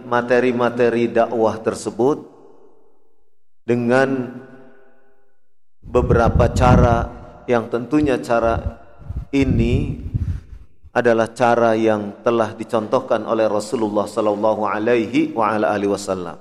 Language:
Indonesian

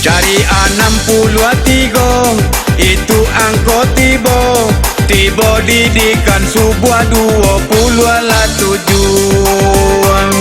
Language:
Minangkabau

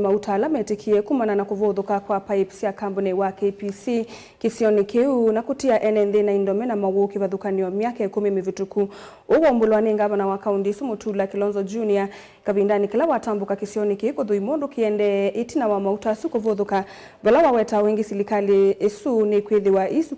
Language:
Kamba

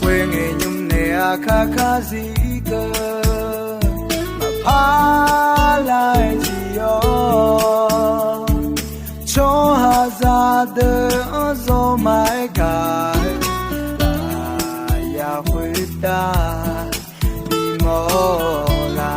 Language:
Akha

